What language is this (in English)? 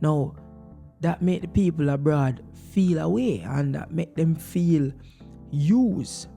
Jamaican Creole English